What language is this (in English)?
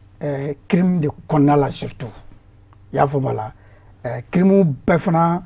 Bambara